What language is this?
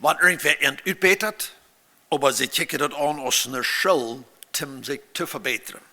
Plautdietsch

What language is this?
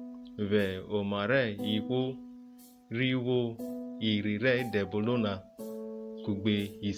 Urhobo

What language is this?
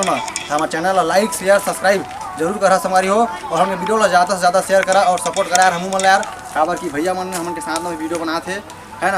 Chhattisgarhi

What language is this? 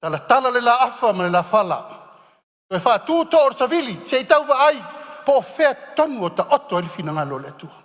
Samoan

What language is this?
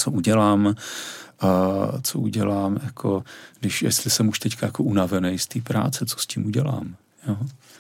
Czech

